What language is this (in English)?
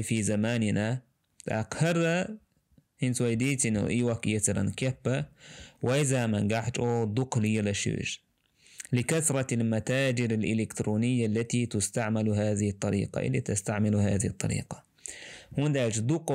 Chechen